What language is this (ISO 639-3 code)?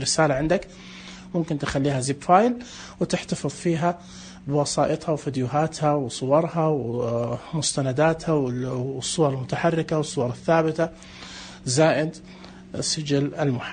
ars